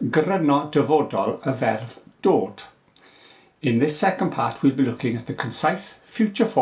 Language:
Welsh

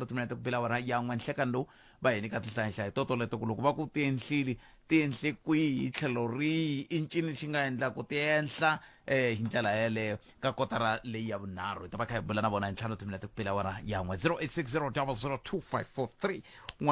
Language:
Tsonga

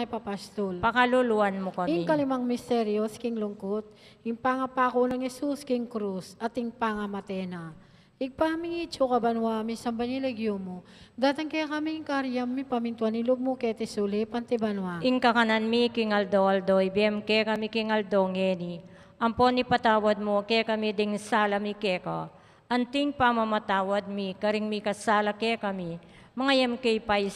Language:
Pampanga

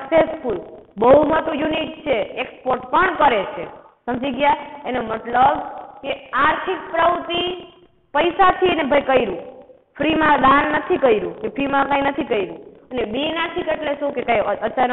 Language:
Gujarati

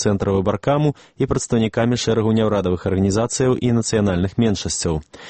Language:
Belarusian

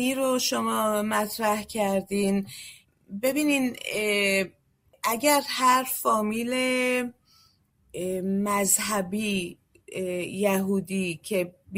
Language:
Persian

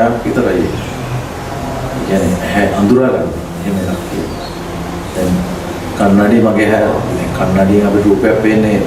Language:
Sinhala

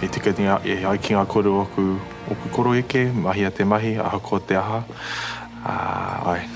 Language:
Māori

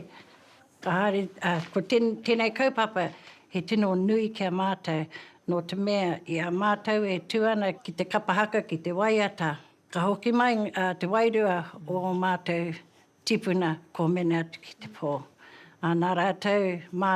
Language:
Māori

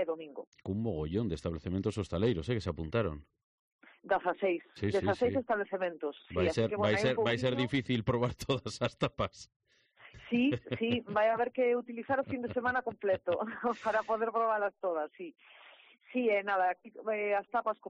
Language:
Galician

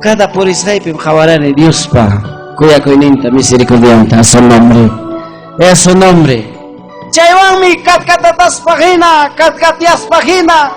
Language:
Ayacucho Quechua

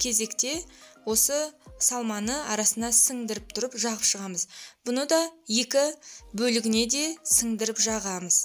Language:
Kazakh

